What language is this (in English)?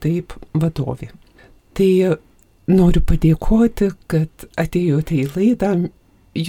Lithuanian